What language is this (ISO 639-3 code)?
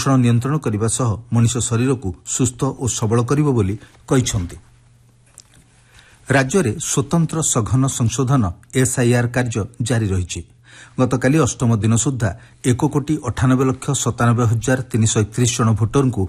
ori